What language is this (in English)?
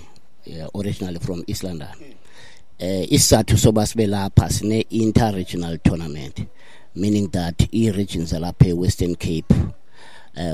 Xhosa